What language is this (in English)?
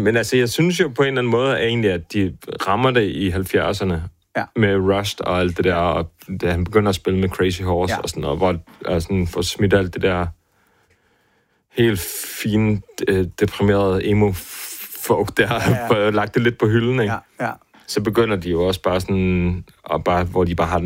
Danish